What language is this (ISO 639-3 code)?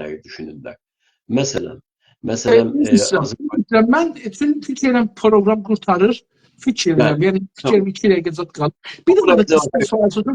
azb